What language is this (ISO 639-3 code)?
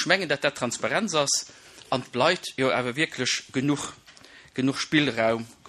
ltz